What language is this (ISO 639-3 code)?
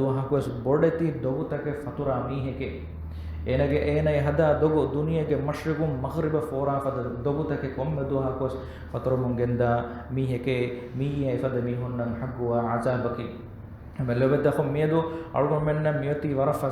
div